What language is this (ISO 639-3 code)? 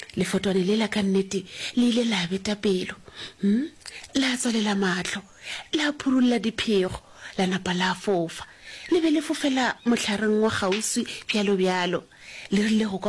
nso